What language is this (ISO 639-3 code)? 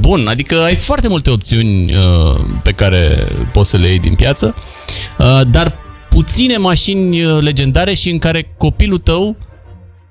ron